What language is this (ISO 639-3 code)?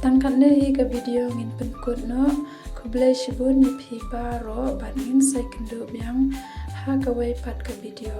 kha